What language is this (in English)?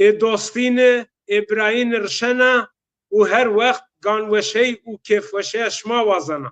Zaza